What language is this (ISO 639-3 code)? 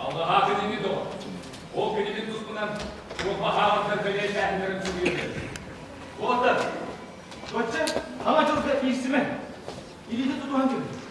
sah